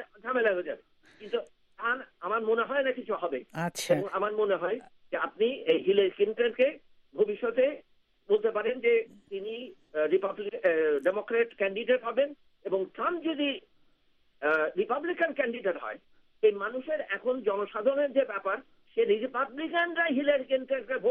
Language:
Bangla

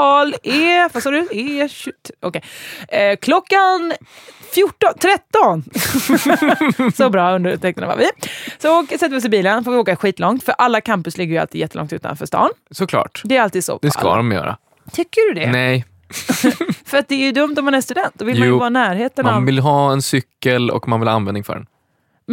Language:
Swedish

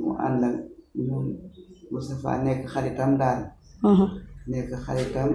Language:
Wolof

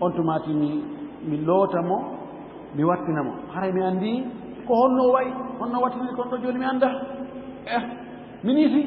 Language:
Fula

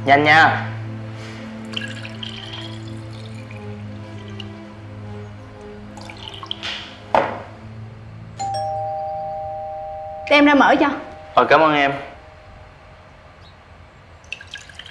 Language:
Vietnamese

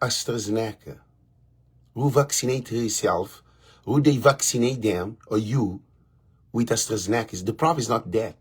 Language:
Kabuverdianu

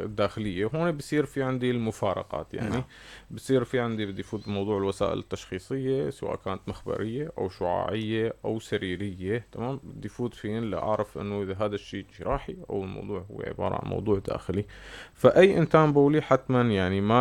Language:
North Levantine Arabic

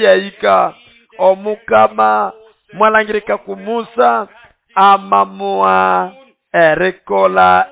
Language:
Nande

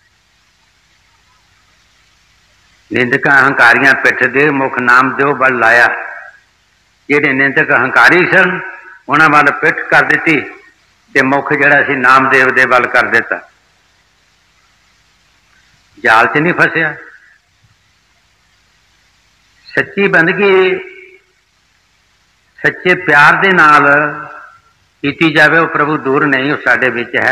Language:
Punjabi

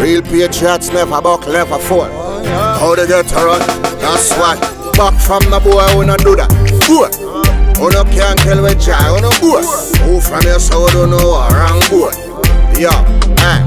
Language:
Jamaican Creole English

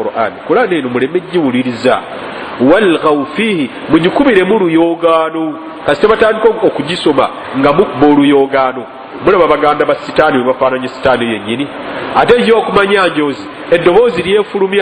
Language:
Ganda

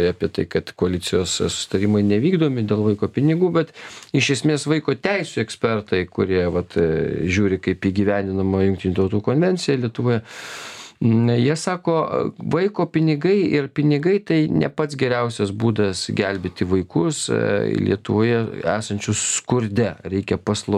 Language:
Lithuanian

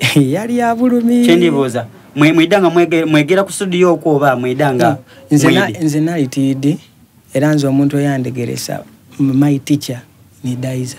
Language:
Soga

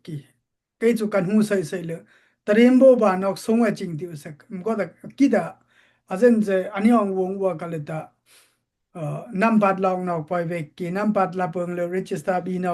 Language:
Dimasa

